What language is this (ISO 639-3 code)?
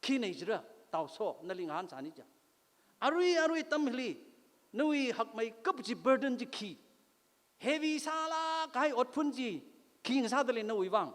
nmf